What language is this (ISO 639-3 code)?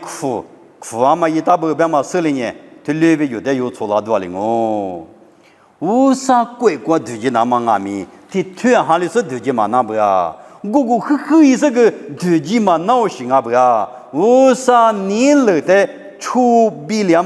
lis